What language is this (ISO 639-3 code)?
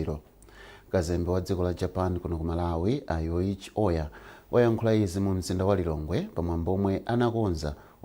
nya